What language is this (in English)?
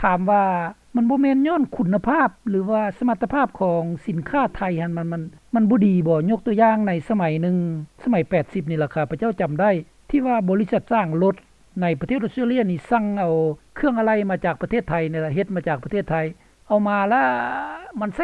Lao